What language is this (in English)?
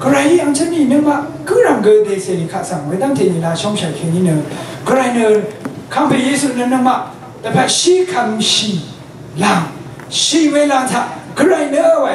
Rawang